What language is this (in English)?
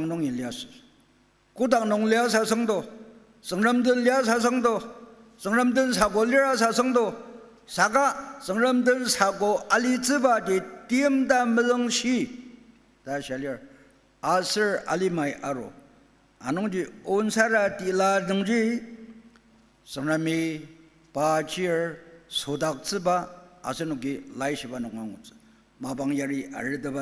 Ao Naga